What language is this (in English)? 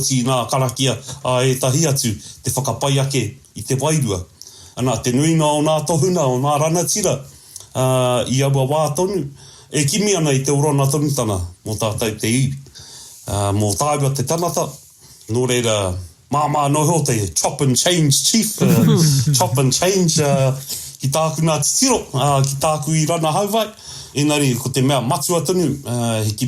Māori